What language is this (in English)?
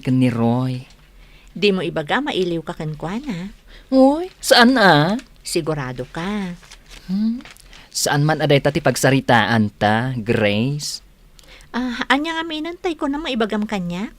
Iloko